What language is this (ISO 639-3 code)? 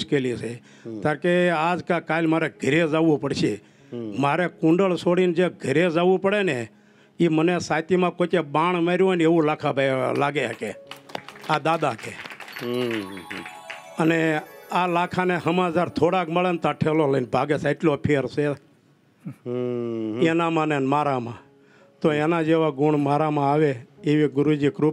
guj